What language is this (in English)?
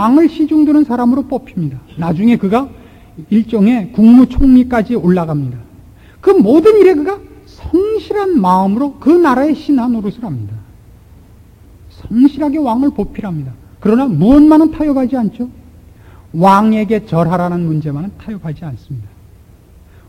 Korean